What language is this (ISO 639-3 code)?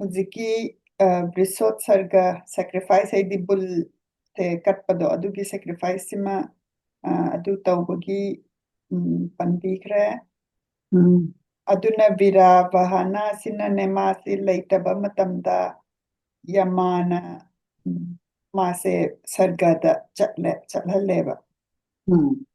mni